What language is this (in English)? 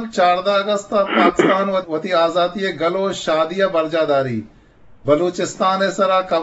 Eastern Balochi